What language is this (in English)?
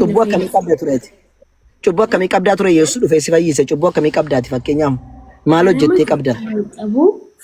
Oromo